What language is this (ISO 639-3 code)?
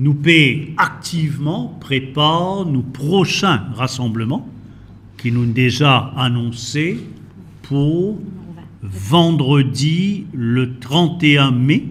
mfe